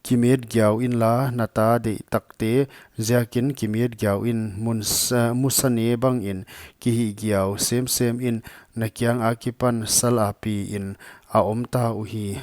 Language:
Paite Chin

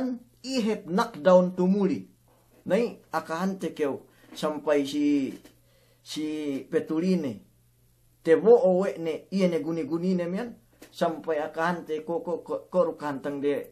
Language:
Yakan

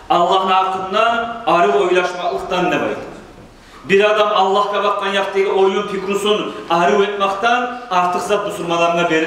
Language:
Kumyk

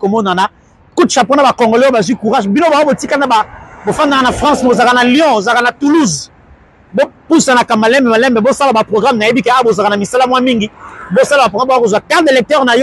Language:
Lingala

